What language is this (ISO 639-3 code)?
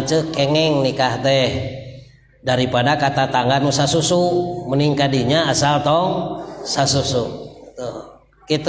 sun